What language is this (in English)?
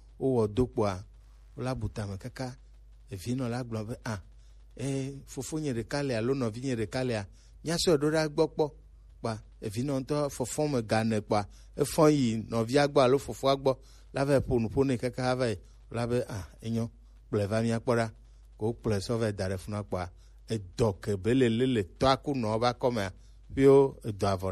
Gen